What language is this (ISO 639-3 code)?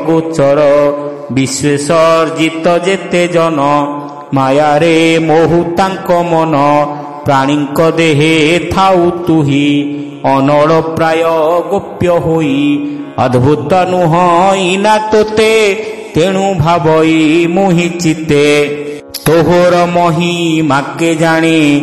ori